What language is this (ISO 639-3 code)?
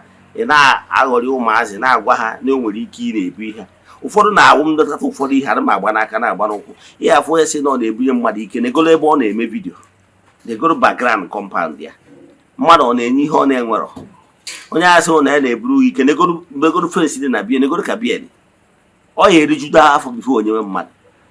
ibo